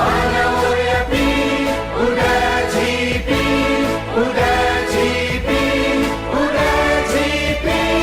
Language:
Newari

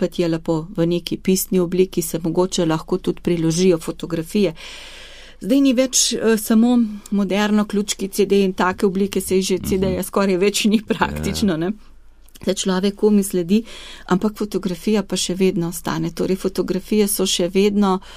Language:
Slovenian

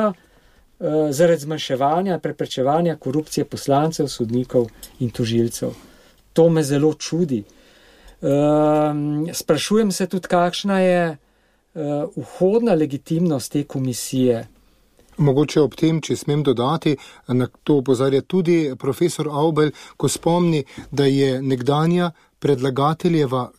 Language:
Slovenian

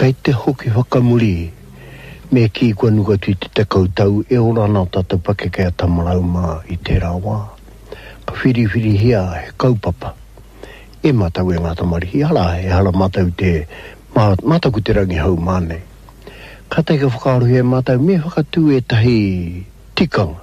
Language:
Māori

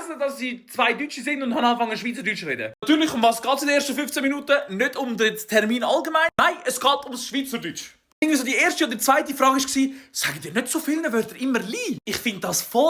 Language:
Swiss German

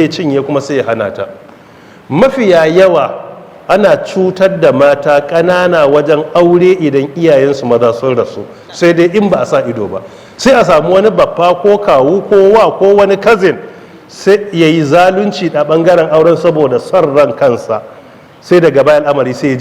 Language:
Hausa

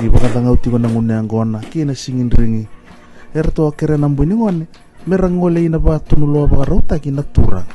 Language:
Fijian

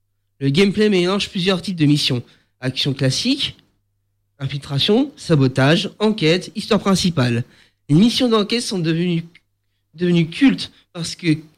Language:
French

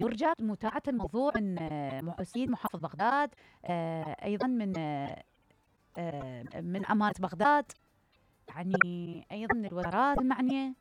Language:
Mesopotamian Arabic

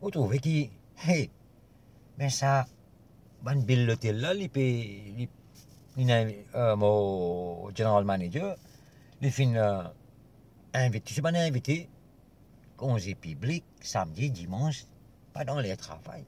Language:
Morisyen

